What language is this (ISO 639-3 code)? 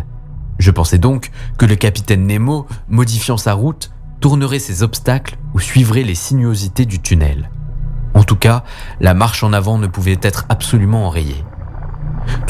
fra